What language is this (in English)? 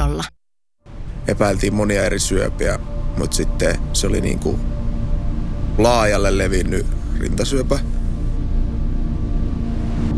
Finnish